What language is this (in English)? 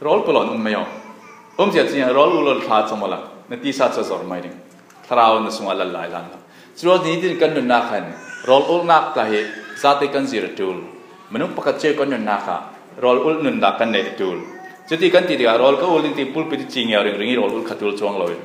Falam Chin